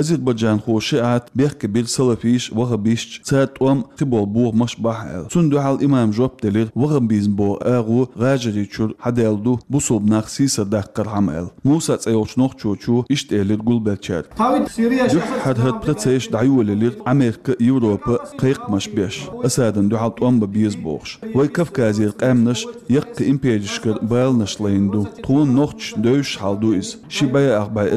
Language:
Chechen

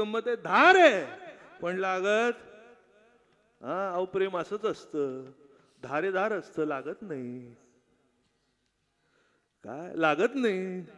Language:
Marathi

